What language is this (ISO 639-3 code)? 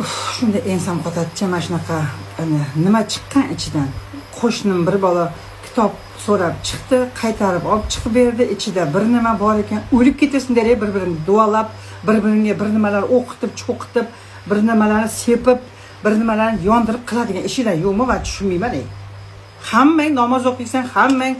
uzb